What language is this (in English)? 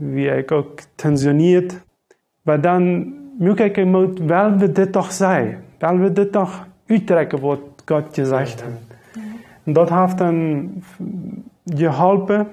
Plautdietsch